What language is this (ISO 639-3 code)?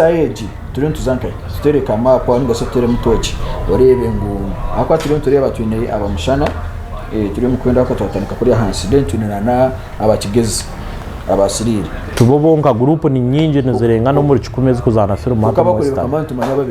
nyn